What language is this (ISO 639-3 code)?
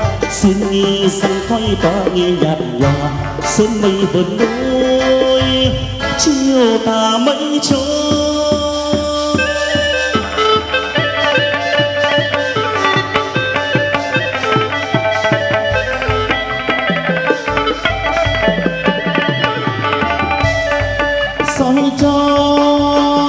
vie